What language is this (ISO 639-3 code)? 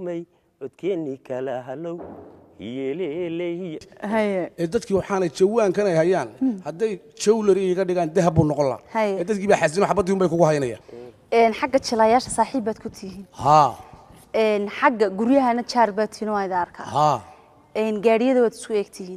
som